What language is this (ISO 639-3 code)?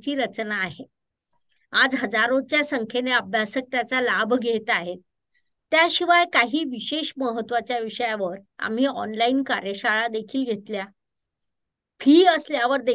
mar